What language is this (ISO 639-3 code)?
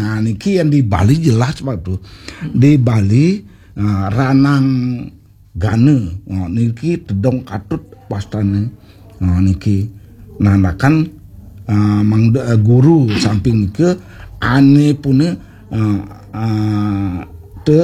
ban